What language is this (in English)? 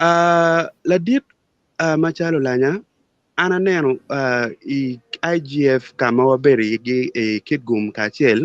Acoli